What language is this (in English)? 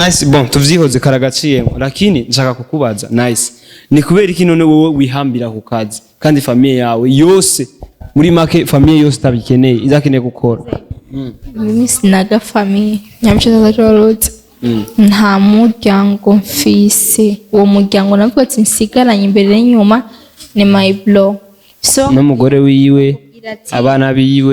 Rundi